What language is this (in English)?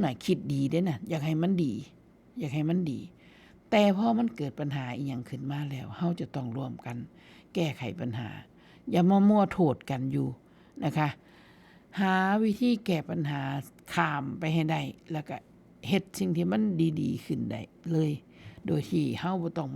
Northeastern Thai